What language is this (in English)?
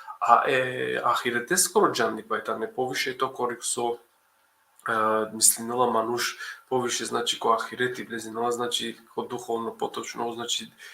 Balkan Romani